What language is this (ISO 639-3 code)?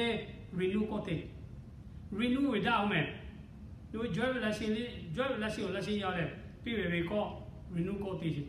lhu